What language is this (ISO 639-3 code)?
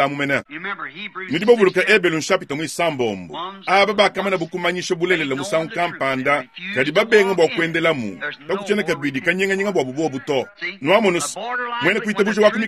lua